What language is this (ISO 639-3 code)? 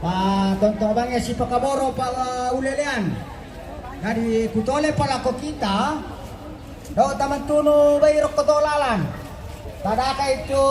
sda